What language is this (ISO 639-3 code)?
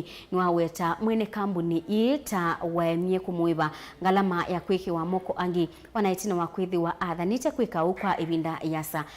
kam